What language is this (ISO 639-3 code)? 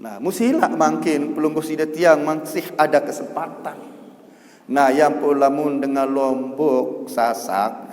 sas